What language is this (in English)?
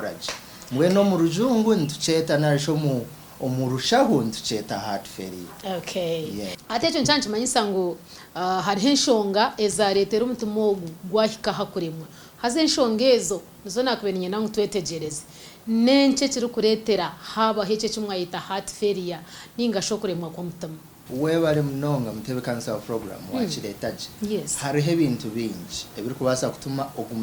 Nyankole